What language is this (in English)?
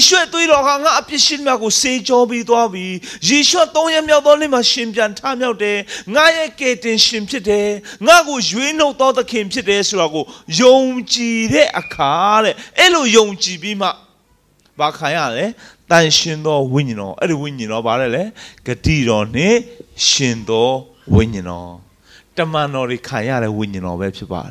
Burmese